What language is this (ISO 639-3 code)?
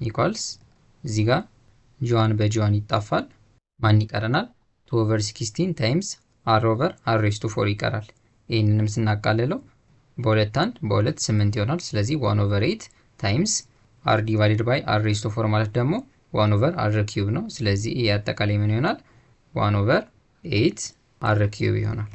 amh